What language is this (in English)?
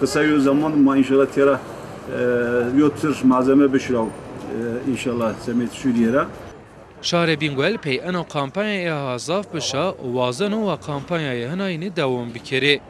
Zaza